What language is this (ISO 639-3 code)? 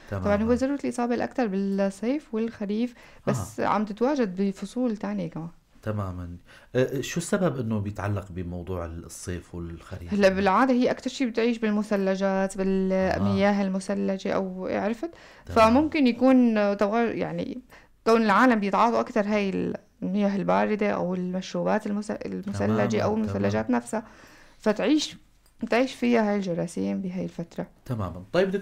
apc